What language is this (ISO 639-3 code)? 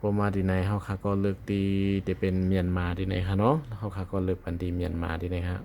shn